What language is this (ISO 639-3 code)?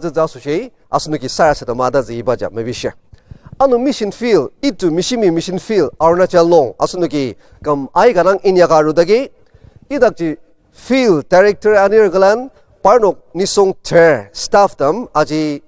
njo